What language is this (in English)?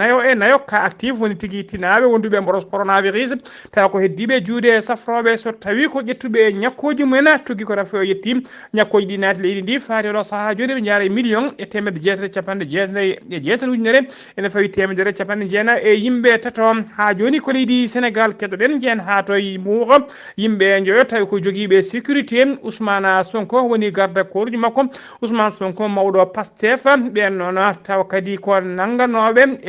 Fula